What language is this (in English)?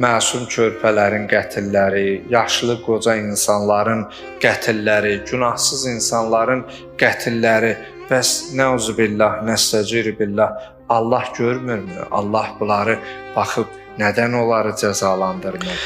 Azerbaijani